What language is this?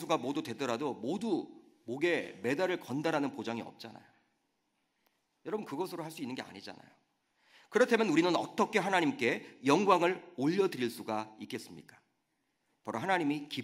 Korean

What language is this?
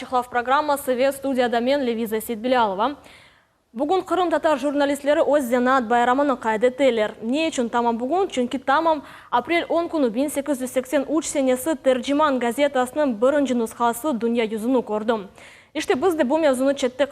Crimean Tatar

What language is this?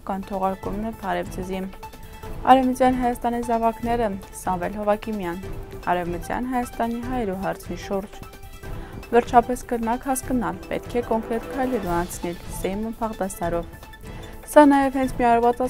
Armenian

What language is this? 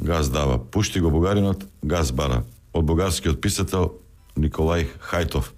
Macedonian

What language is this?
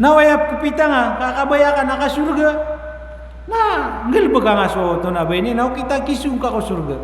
Maranao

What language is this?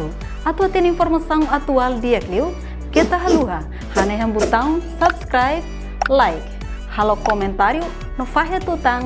Tetum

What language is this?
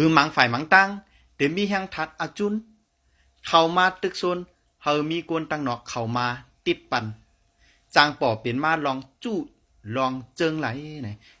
Shan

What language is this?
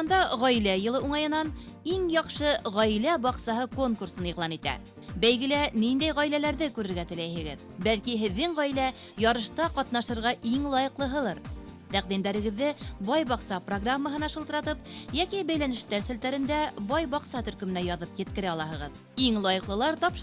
Bashkir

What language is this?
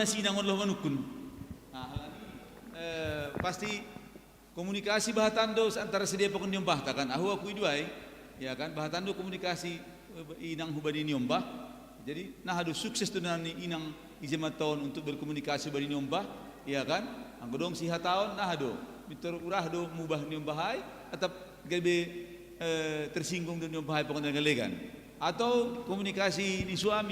Batak Simalungun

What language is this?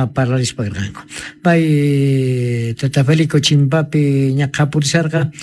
South Bolivian Quechua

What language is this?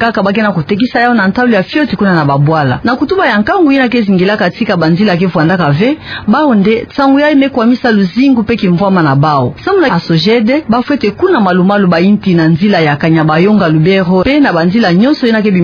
Kituba (Democratic Republic of Congo)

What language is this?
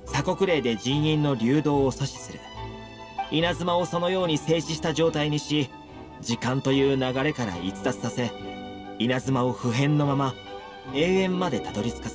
Japanese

